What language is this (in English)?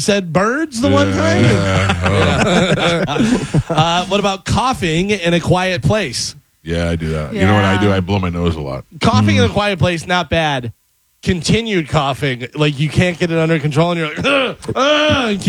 English